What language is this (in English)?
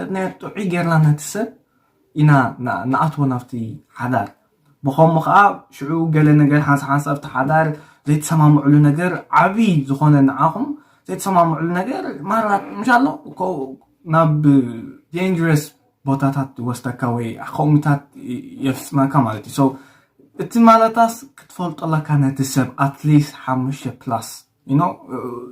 Tigrinya